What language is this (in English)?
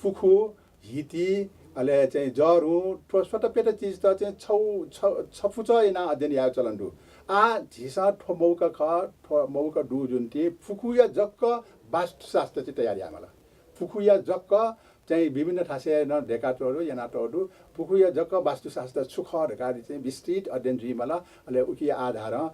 Newari